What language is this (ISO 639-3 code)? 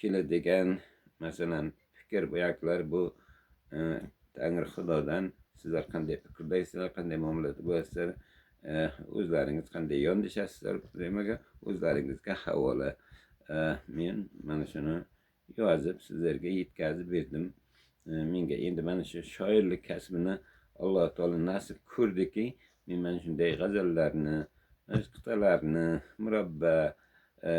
uzb